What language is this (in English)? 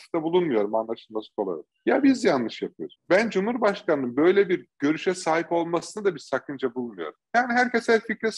Turkish